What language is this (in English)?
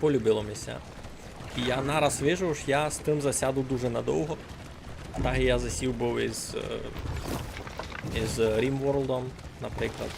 Rusyn